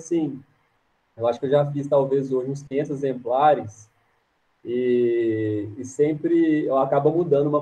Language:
Portuguese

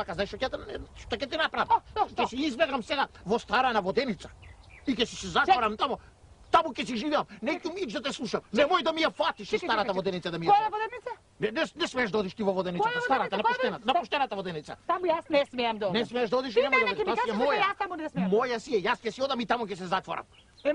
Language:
Macedonian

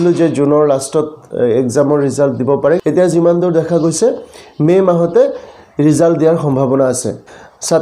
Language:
Assamese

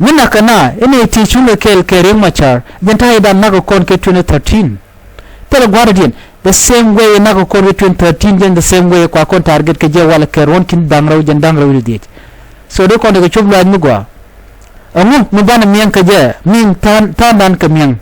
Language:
Nuer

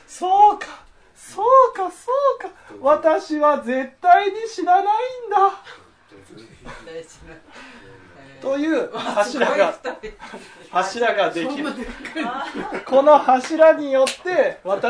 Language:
Japanese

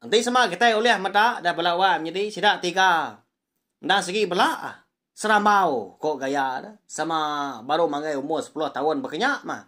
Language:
Iban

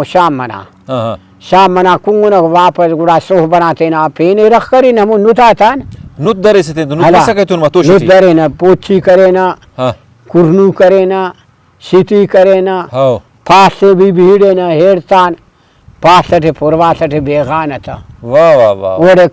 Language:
Brahui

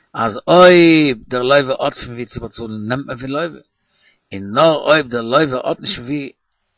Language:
Yiddish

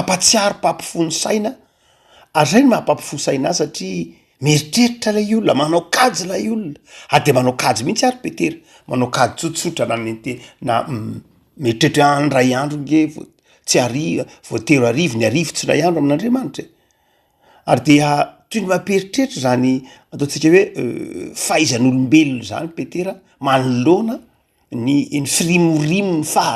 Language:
Malagasy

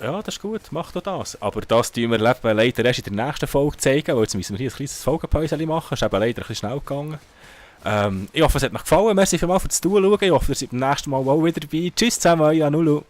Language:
Swiss German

